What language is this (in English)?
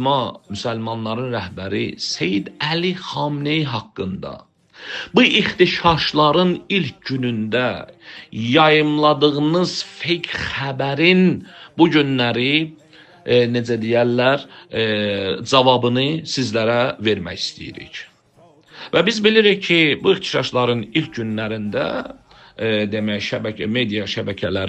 Azerbaijani